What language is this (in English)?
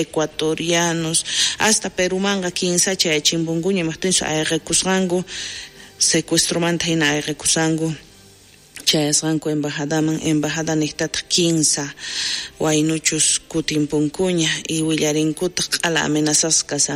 South Bolivian Quechua